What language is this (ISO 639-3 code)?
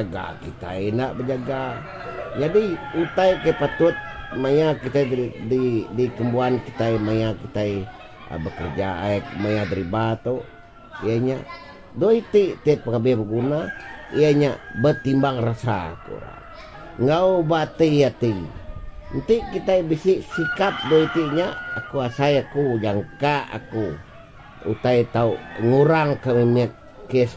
iba